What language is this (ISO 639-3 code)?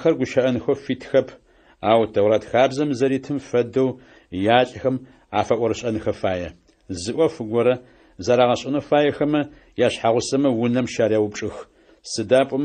ady